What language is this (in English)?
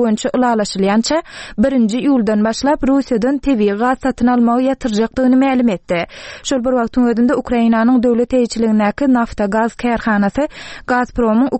Turkmen